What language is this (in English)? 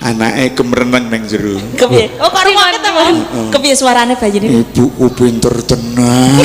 Javanese